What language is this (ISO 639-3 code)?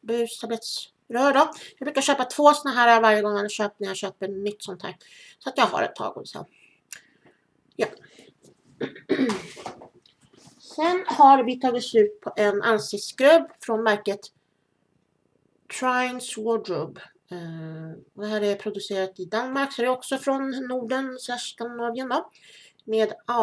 swe